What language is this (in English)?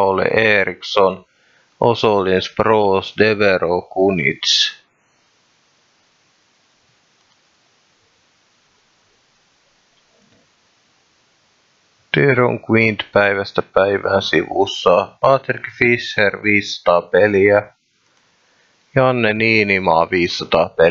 Finnish